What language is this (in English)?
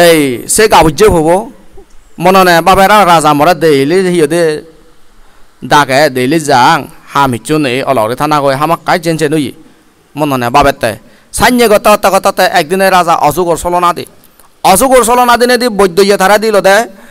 Chakma